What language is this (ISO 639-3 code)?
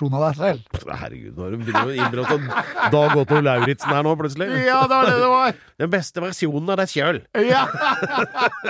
nor